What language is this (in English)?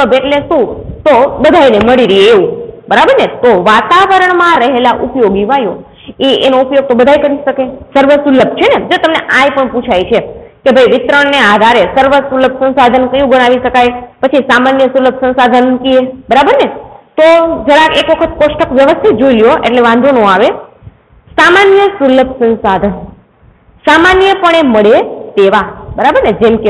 Gujarati